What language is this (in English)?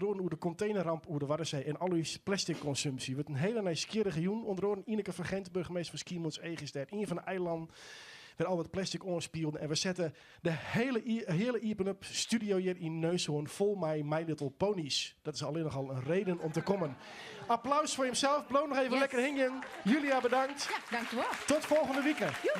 Western Frisian